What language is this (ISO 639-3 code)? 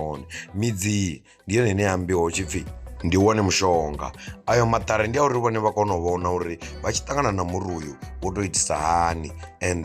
ven